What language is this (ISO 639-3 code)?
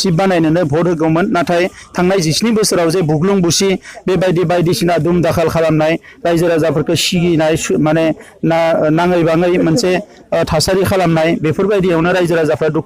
brx